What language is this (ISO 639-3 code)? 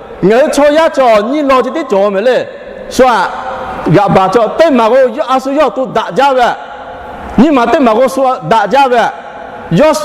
lhu